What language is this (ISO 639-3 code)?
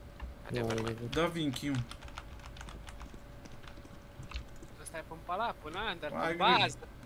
ron